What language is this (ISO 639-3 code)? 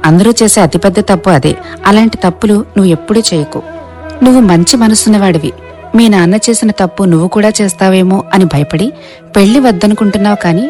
tel